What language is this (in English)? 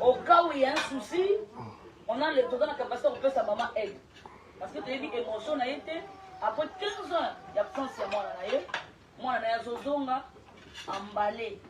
Lingala